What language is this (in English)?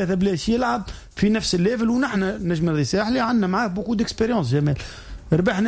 Tunisian Arabic